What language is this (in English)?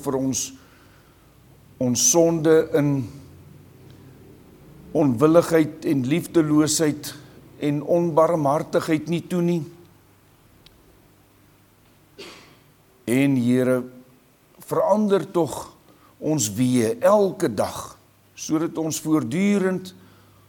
Afrikaans